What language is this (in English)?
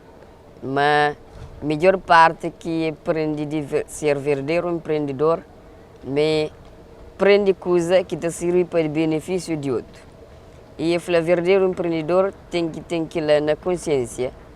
Kabuverdianu